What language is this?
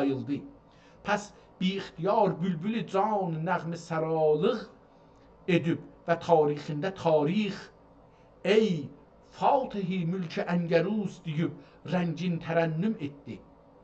South Azerbaijani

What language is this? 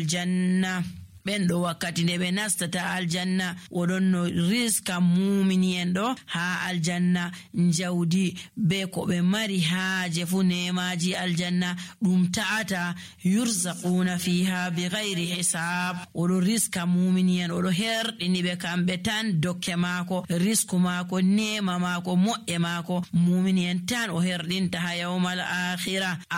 Nigerian Fulfulde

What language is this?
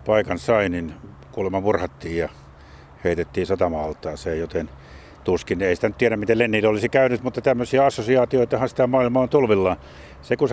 Finnish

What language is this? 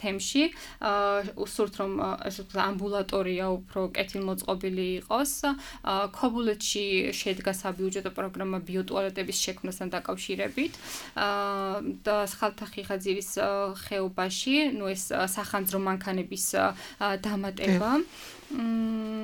Georgian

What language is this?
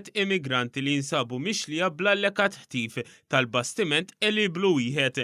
Maltese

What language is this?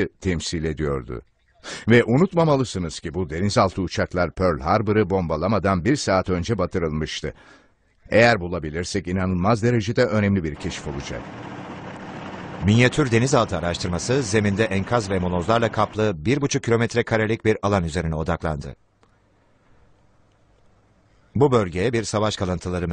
Turkish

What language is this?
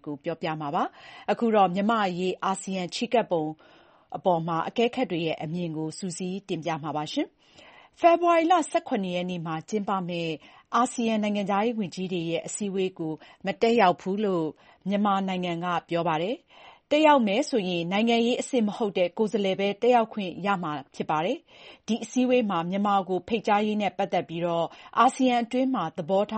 Burmese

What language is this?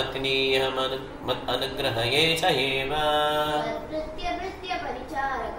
Tamil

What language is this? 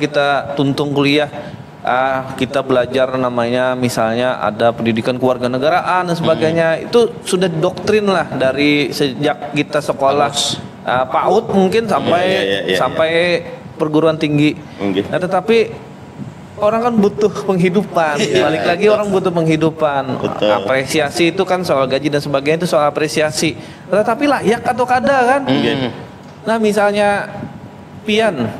Banjar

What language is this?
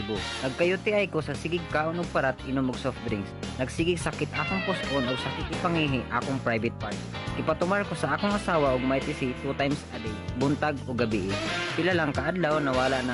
Cebuano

